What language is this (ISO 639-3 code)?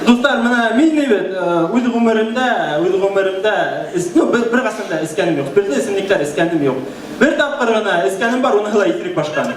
bak